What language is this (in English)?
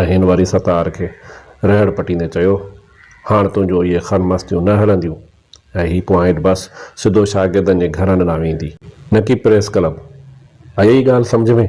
Sindhi